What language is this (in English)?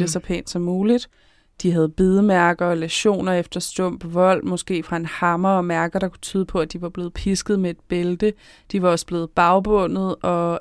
Danish